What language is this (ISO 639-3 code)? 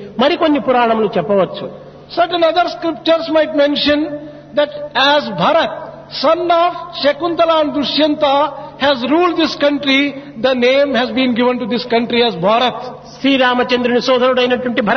tel